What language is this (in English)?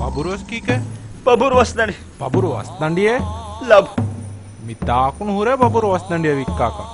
Divehi